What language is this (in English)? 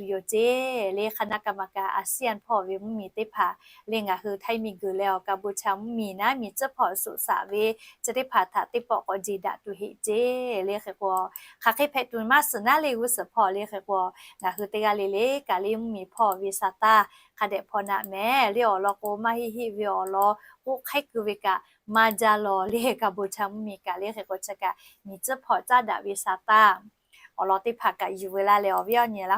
Lahu